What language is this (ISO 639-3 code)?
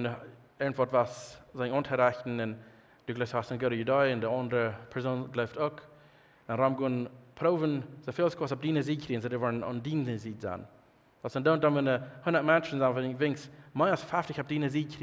pdt